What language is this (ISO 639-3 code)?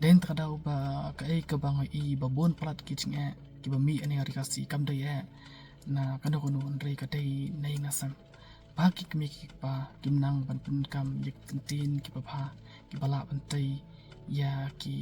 kha